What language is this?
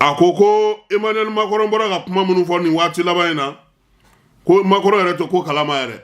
Bambara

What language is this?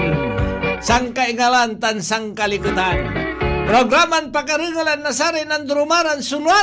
Pangasinan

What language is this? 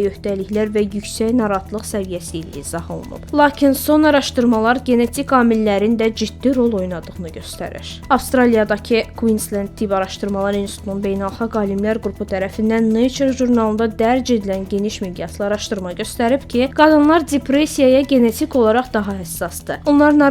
Azerbaijani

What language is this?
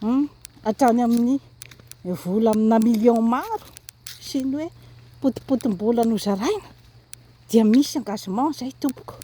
Malagasy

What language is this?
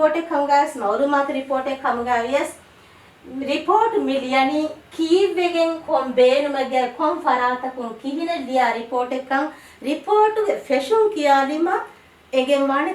Divehi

